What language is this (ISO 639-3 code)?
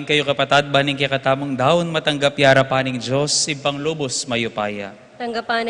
pam